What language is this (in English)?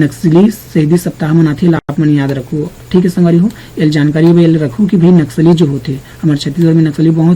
Chhattisgarhi